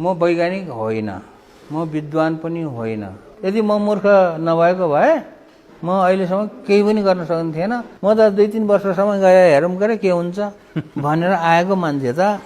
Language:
Nepali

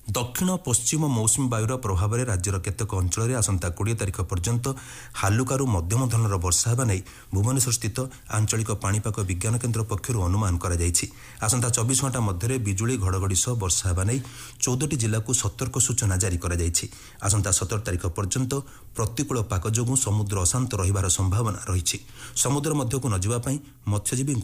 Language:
Odia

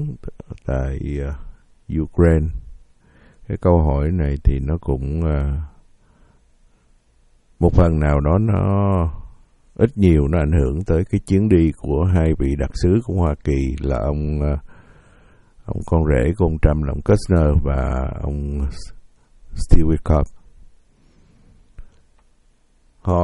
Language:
Vietnamese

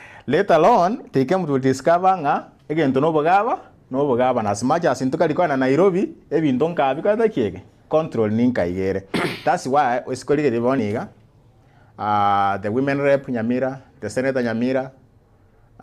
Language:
Gusii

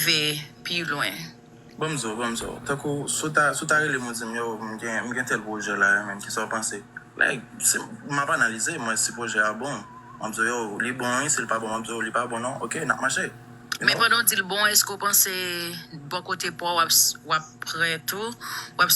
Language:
Haitian Creole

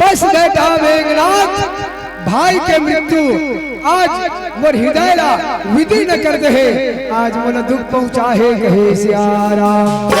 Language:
Chhattisgarhi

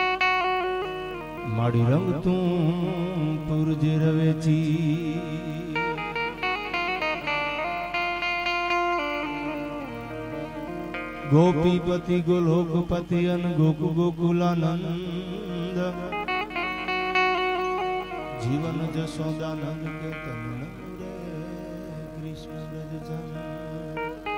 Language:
Gujarati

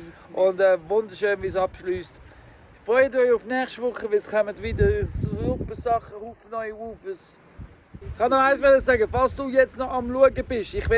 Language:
Swiss German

